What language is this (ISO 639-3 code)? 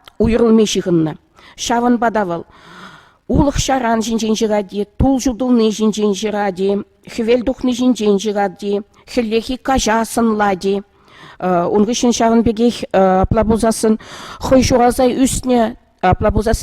chv